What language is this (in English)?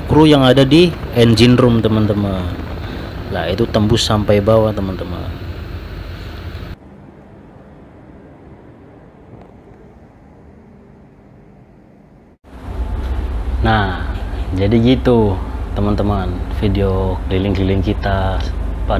Indonesian